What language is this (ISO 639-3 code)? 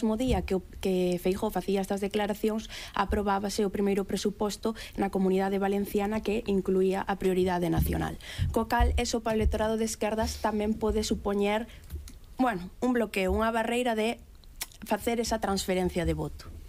glg